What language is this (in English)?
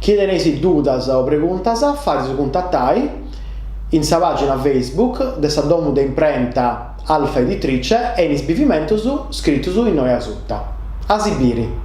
Sardinian